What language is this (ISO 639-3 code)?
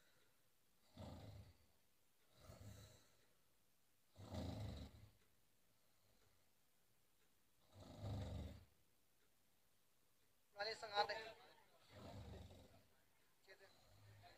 mya